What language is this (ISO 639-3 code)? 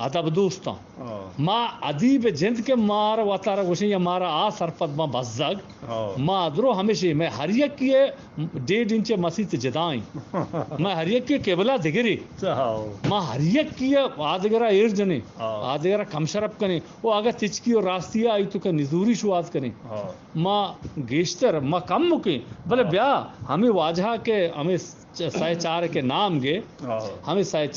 bgp